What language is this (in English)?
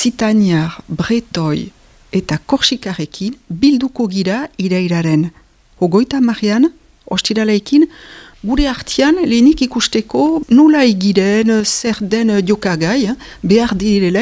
Basque